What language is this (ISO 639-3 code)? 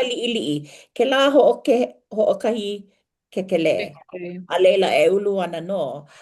haw